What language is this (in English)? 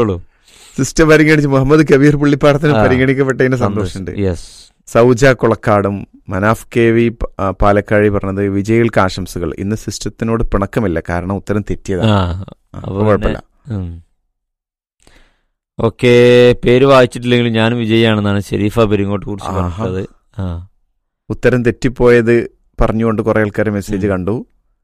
Malayalam